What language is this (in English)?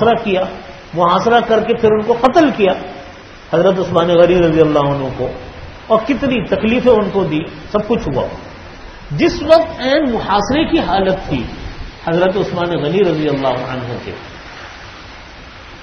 Urdu